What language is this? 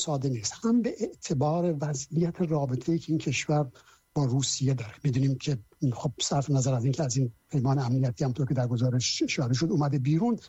Persian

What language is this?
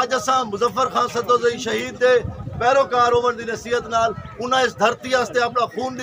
Saraiki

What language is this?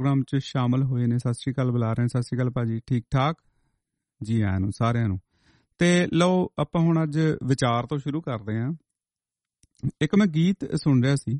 Punjabi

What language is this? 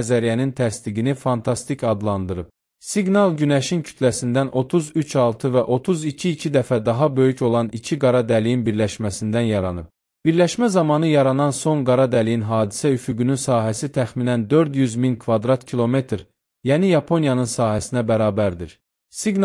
Azerbaijani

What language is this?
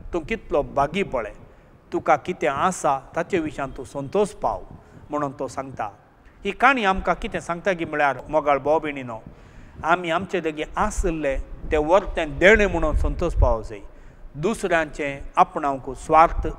Konkani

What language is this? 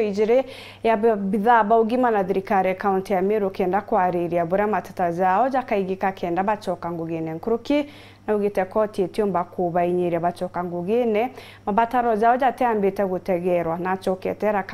Meru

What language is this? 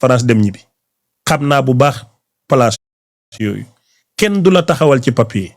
Wolof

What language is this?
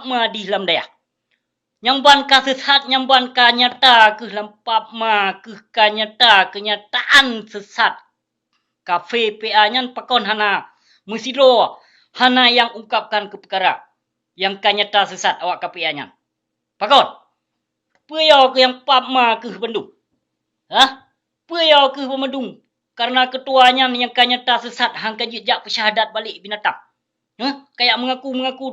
Achinese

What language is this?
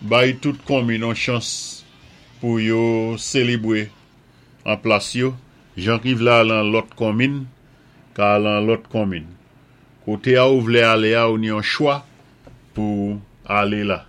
Saint Lucian Creole French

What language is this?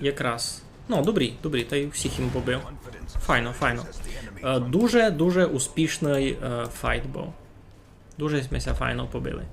Rusyn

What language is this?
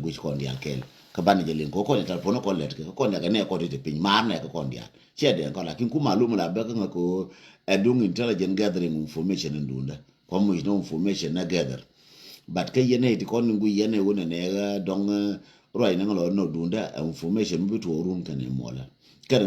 Nuer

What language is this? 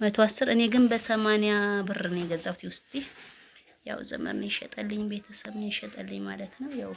Amharic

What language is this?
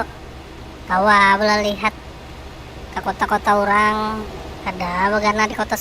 Banjar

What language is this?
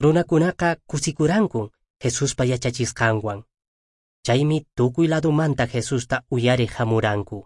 Quechua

